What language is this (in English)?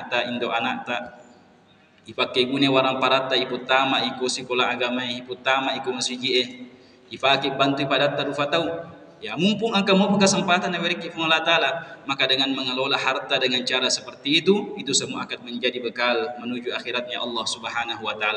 Buginese